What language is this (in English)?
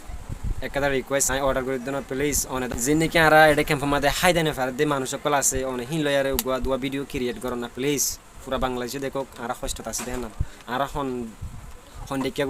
Rohingya